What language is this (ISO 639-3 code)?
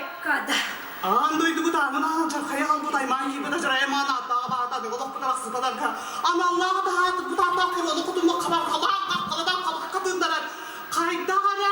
sah